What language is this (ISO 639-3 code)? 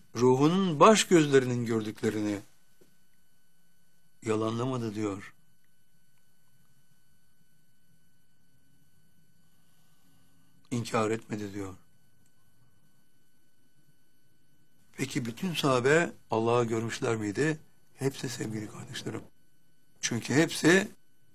tur